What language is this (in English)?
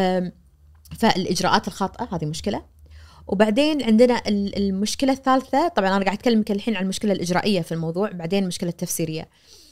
Najdi Arabic